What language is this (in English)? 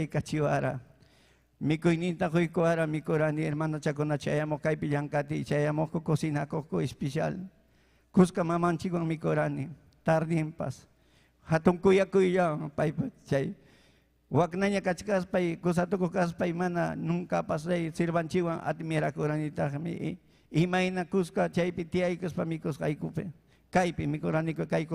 Ayacucho Quechua